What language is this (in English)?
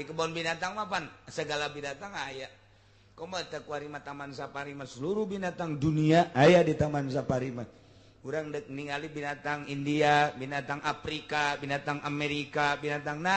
Sundanese